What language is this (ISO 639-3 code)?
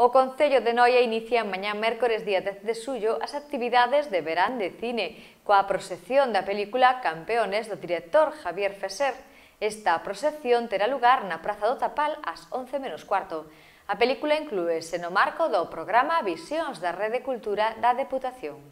glg